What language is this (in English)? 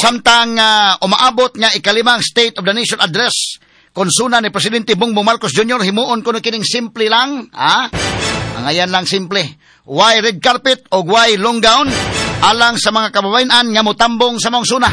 Cebuano